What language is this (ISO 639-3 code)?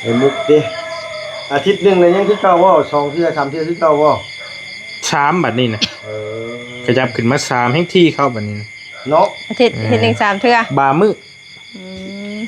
tts